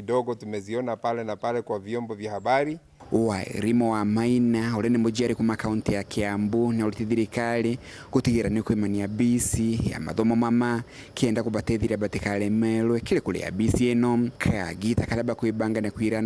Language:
Meru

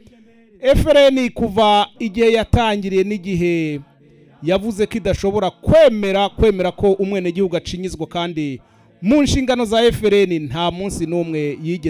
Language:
Kinyarwanda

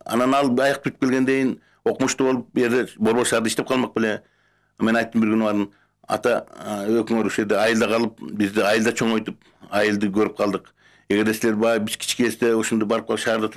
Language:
Kyrgyz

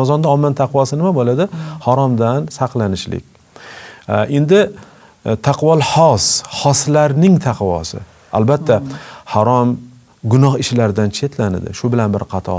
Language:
Uzbek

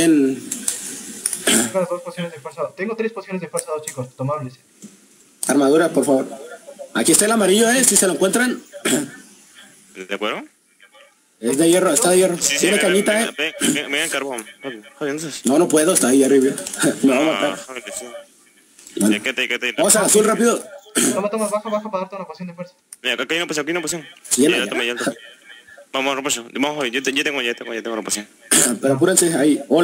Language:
Spanish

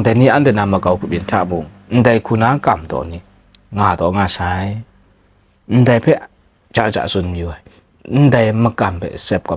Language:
Kachin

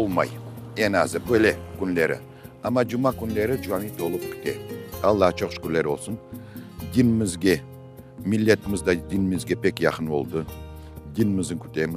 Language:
Crimean Tatar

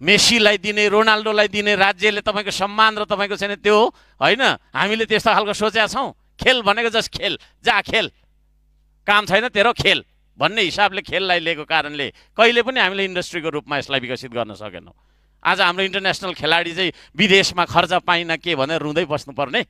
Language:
Nepali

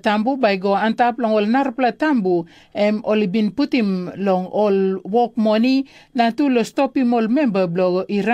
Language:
Tok Pisin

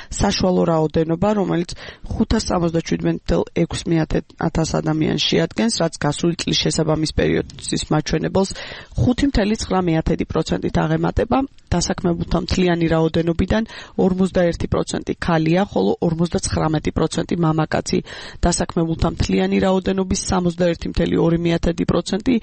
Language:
Georgian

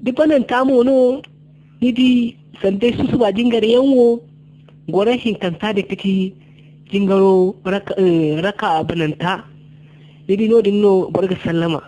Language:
Zarma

